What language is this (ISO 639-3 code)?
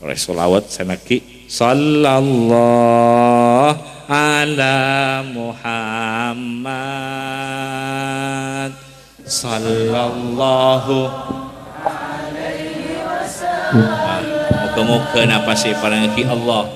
mad